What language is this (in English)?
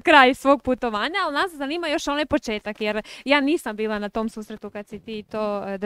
Croatian